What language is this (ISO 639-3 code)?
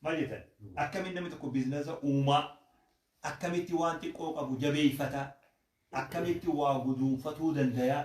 orm